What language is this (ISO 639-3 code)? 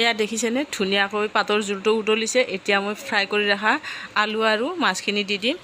asm